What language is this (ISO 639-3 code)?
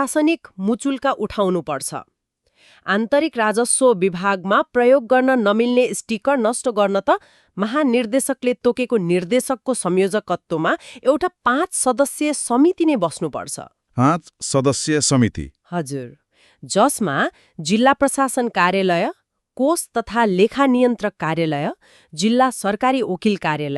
nep